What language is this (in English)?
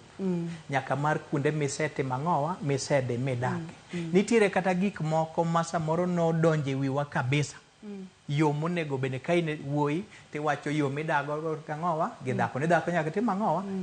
Luo (Kenya and Tanzania)